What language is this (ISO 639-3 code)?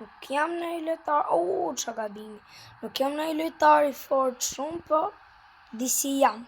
sqi